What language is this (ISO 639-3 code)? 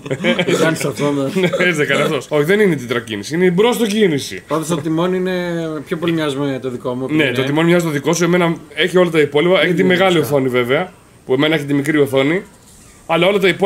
ell